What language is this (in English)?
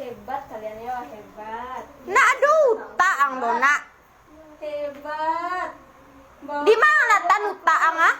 Minangkabau